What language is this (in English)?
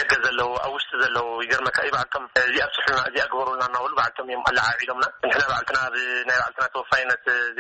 Tigrinya